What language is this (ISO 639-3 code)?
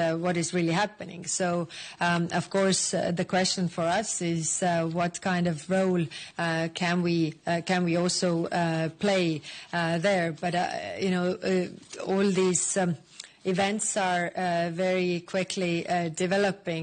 luo